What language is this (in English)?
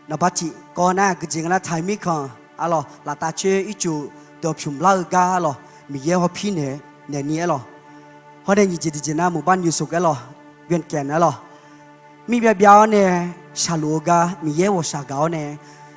Akha